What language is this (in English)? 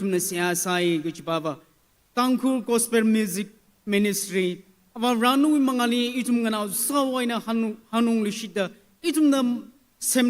Tangkhul Naga (India)